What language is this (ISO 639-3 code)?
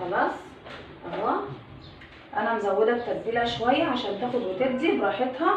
arz